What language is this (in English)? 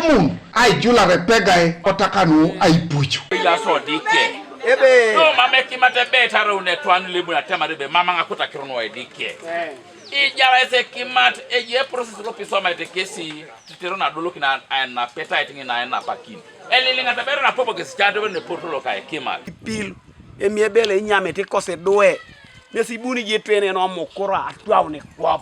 Teso